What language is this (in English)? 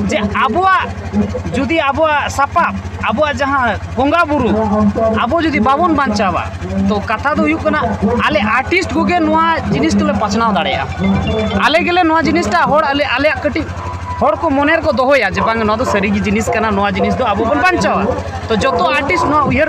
Santali